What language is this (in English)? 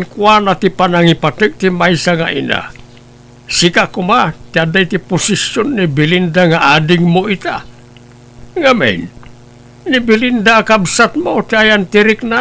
Iloko